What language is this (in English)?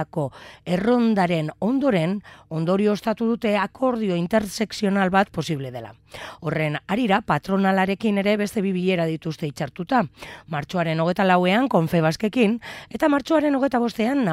Basque